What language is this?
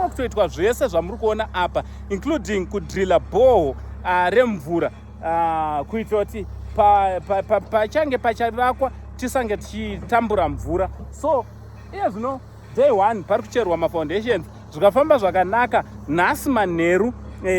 Shona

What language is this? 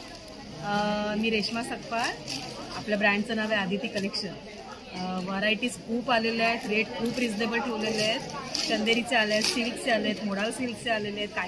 Marathi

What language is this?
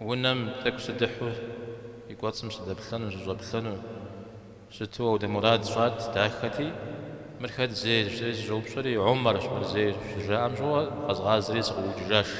Kabardian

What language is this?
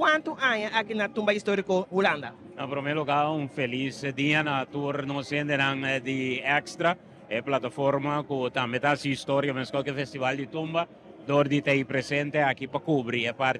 Papiamento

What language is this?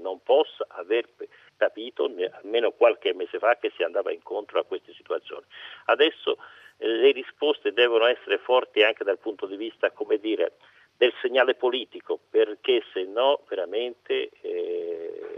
Italian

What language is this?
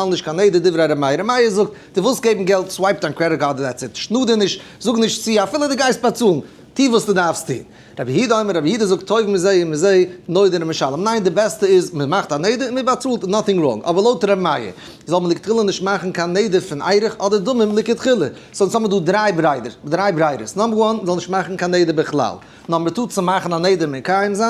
Yiddish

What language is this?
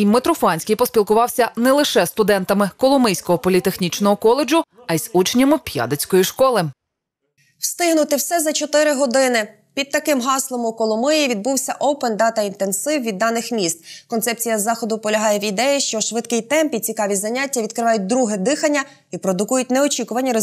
Ukrainian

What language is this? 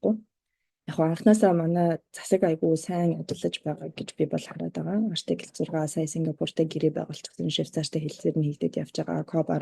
Mongolian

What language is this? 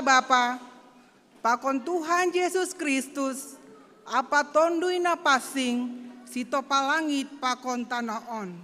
Batak Simalungun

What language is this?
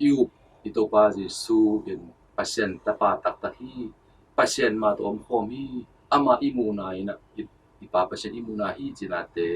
Tedim Chin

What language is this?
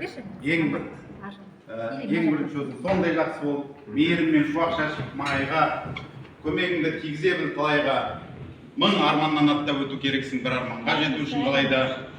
Kazakh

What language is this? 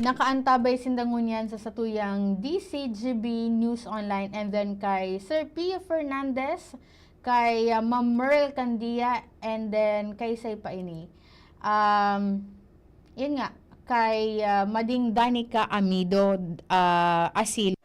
Bikol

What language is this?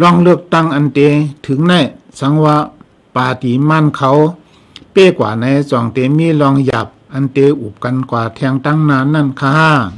Shan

